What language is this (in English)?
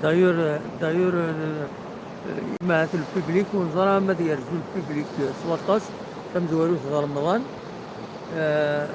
Kabyle